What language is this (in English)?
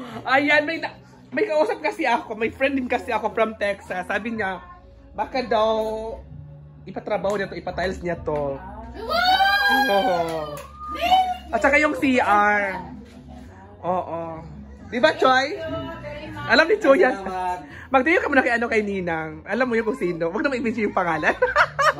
Filipino